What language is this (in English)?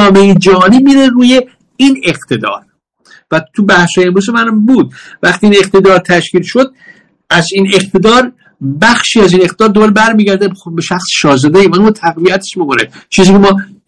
Persian